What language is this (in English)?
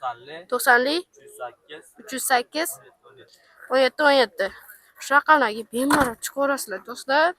Uzbek